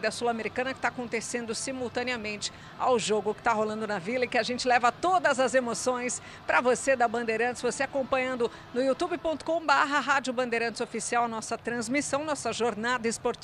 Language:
Portuguese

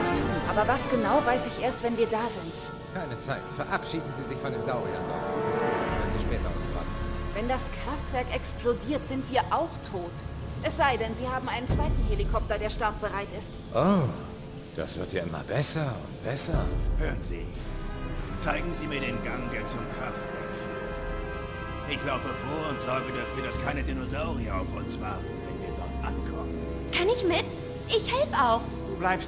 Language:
Bavarian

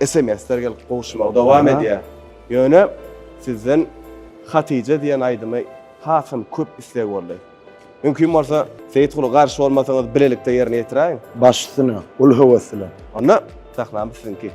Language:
Turkmen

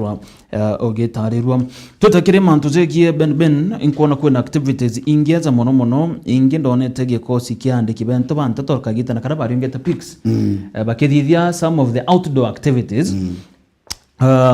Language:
Meru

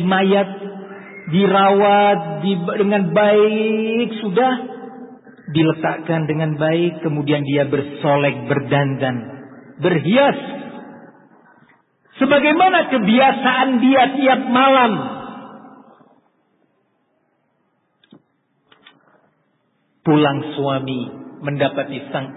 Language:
Indonesian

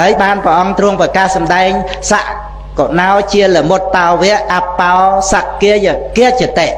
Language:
Khmer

